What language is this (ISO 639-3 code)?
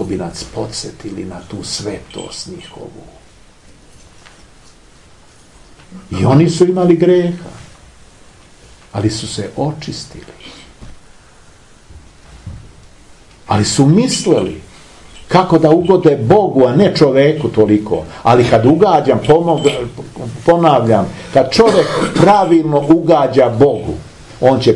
srp